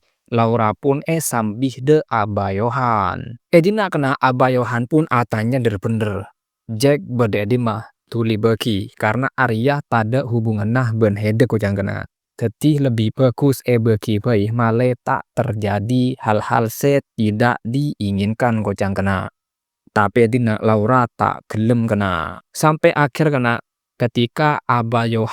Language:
Madurese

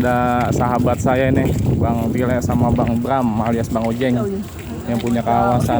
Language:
Betawi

